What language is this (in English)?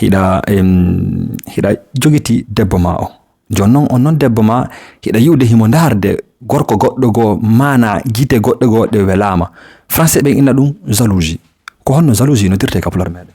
Fula